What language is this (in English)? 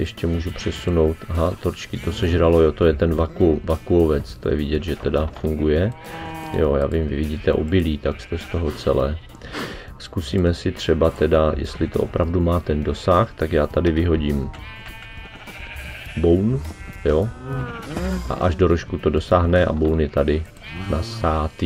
Czech